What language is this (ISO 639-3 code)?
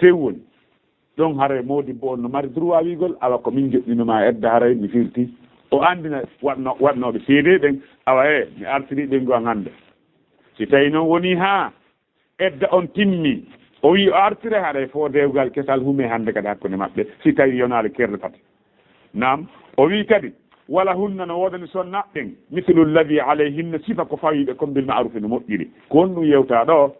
ful